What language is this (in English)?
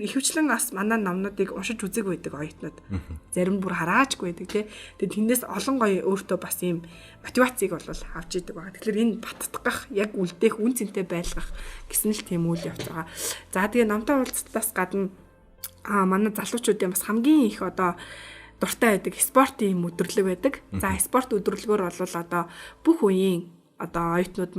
Mongolian